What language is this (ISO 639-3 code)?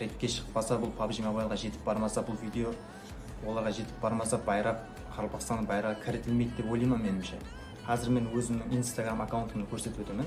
kaa